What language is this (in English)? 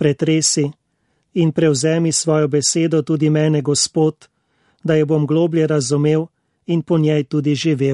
Slovenian